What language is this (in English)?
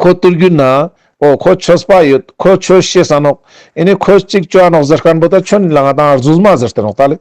Ladakhi